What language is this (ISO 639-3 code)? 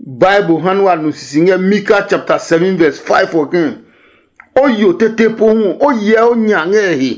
ada